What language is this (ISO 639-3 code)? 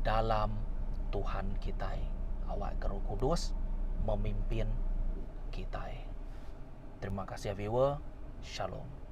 iba